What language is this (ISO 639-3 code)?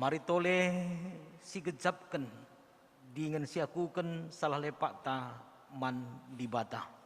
btx